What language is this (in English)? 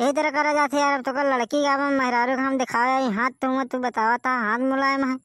Bhojpuri